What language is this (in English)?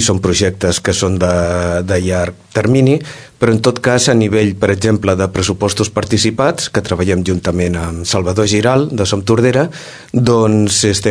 Catalan